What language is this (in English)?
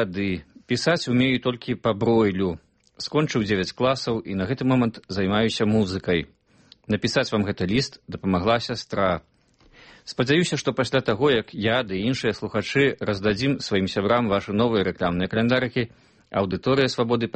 Belarusian